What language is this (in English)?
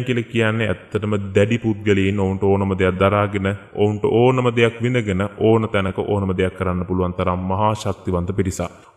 Sinhala